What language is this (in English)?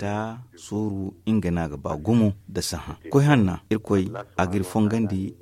Zarma